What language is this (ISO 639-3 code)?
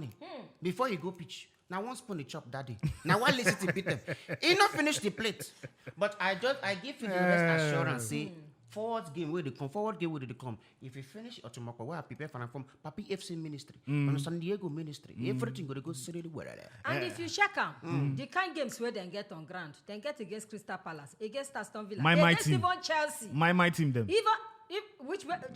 pcm